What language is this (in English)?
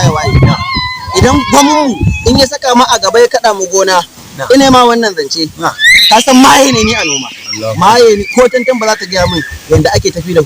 Hausa